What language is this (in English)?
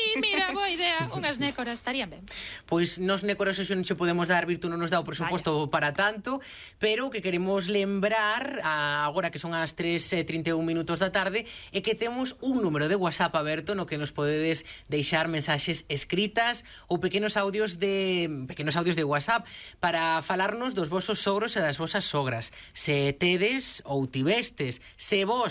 Galician